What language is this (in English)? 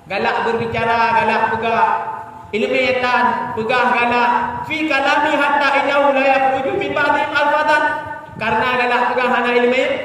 Achinese